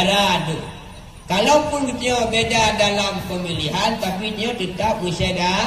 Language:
Achinese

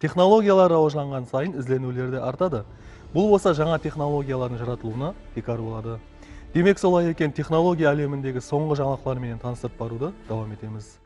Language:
Kara-Kalpak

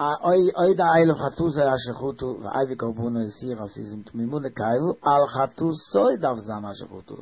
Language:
Yiddish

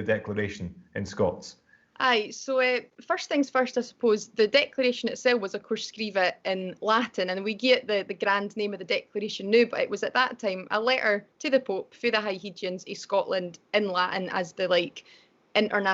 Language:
Scots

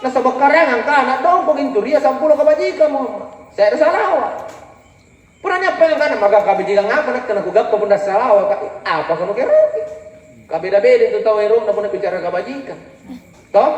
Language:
Makasar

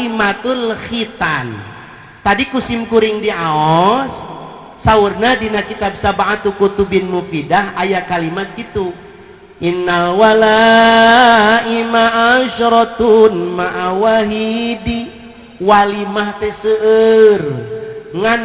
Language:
Sundanese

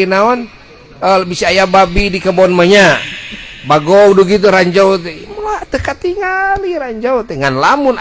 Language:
Sundanese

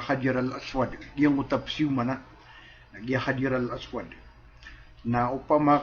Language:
Maranao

